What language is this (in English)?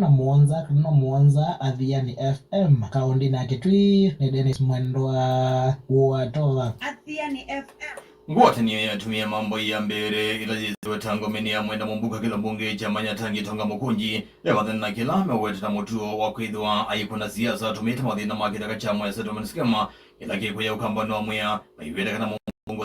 Kamba